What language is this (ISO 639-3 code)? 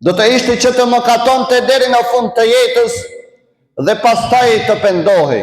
sqi